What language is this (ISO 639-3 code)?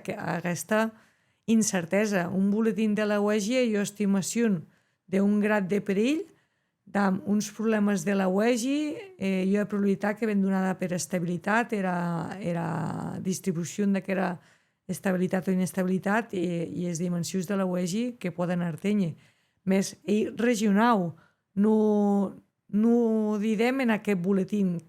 oci